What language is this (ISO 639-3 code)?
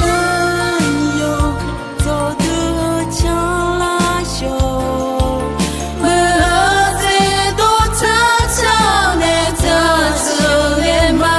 ahk